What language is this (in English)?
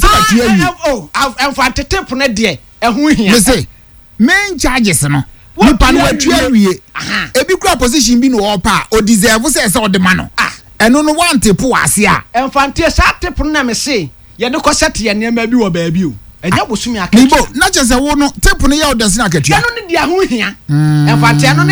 Akan